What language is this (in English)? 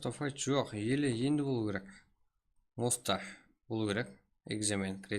Kara-Kalpak